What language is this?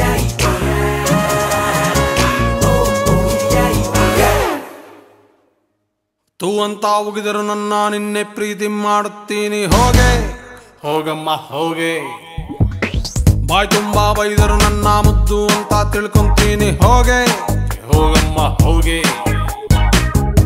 Kannada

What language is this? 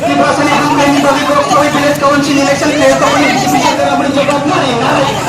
Kok Borok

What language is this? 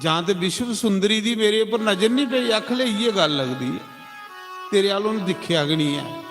Dogri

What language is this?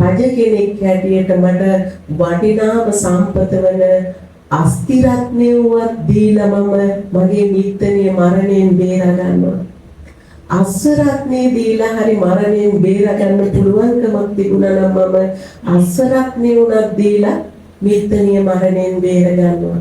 Sinhala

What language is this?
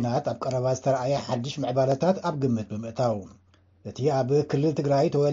Tigrinya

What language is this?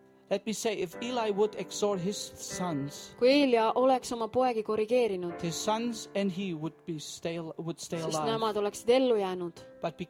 Estonian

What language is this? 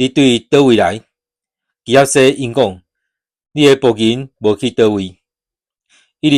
Min Nan Chinese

